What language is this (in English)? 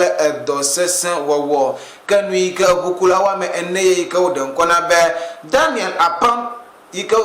Ewe